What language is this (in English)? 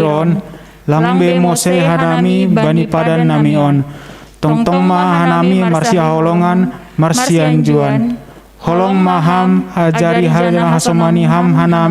Batak Simalungun